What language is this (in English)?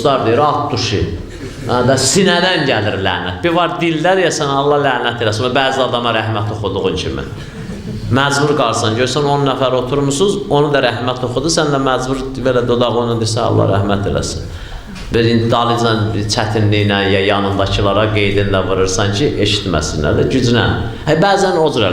Azerbaijani